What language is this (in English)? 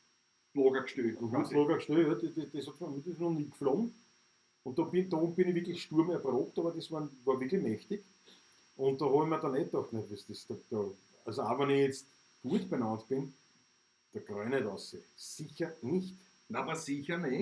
Bavarian